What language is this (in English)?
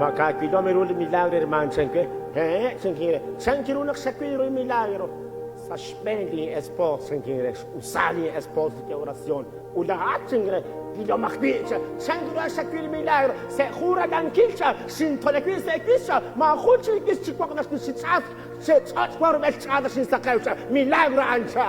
Kekchí